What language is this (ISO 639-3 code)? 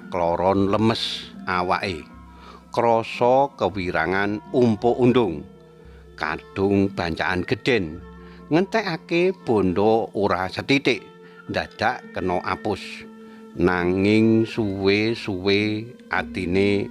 jav